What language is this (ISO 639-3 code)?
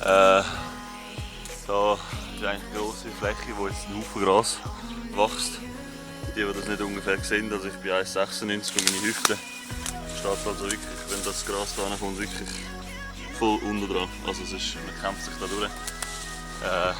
gsw